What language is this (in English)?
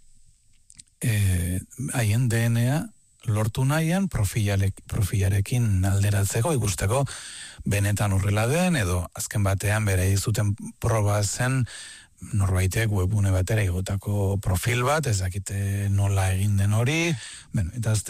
Basque